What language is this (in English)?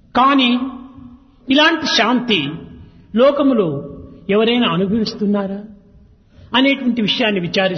Telugu